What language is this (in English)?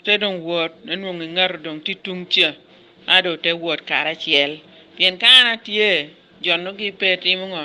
Lango (Uganda)